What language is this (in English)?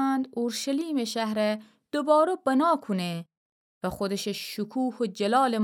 Gilaki